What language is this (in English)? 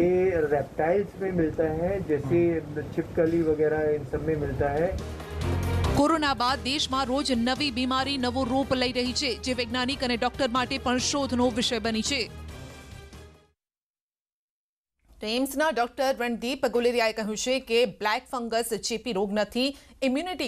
Gujarati